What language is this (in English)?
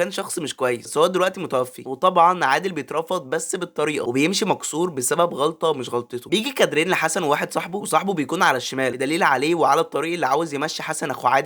Egyptian Arabic